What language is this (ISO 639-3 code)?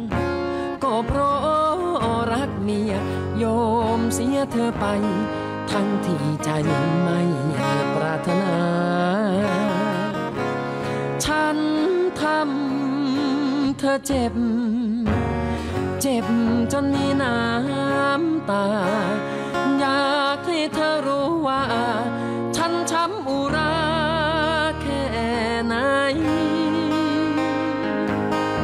tha